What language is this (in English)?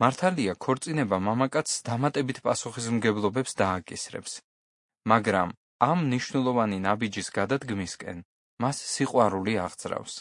Georgian